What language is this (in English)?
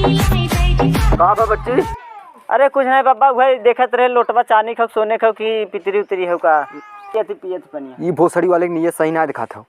Awadhi